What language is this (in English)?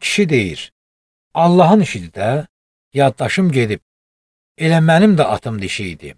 Azerbaijani